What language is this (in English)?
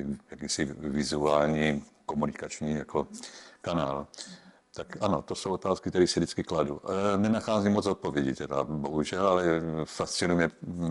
Czech